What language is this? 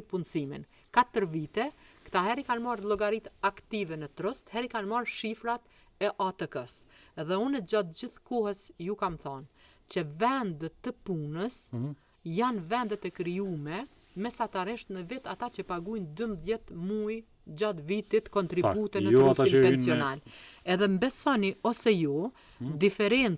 Albanian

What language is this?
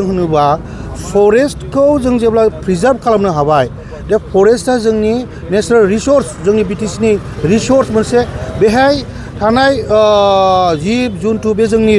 Bodo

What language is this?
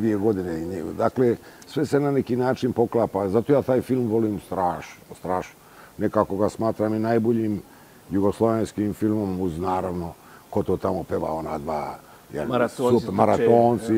Bosnian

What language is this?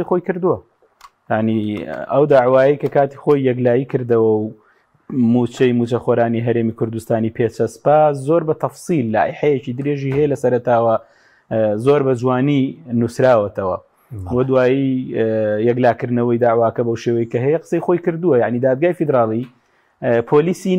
Central Kurdish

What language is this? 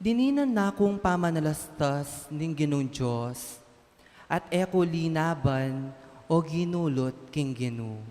Pampanga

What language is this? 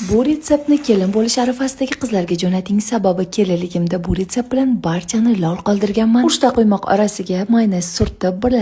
Uzbek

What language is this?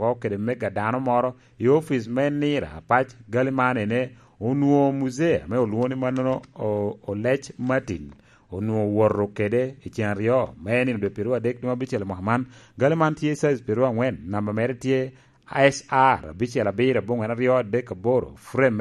Lango (Uganda)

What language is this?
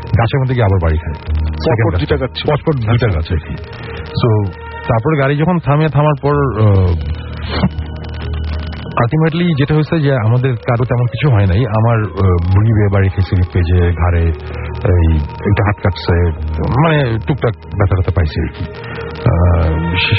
Bangla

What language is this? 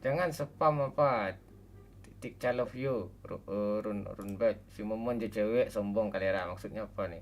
Minangkabau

